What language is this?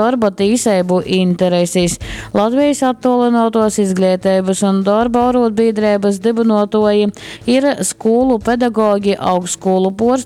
Latgalian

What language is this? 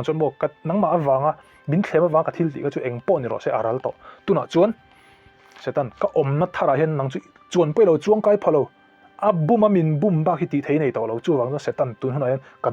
Mizo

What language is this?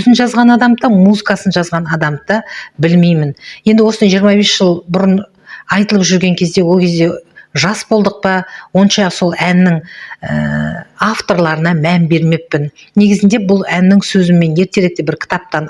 Kazakh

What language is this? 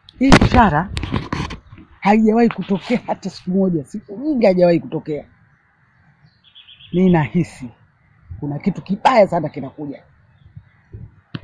Swahili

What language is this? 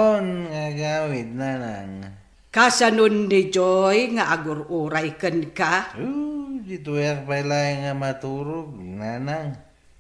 Iloko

